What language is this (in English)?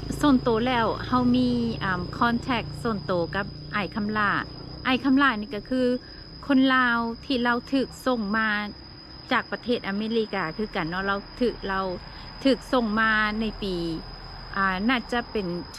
Lao